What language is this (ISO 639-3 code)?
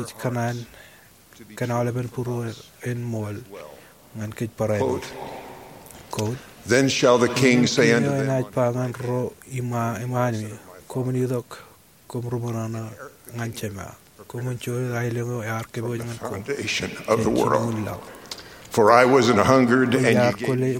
mah